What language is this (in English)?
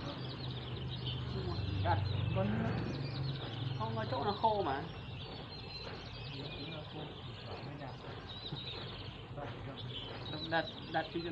Vietnamese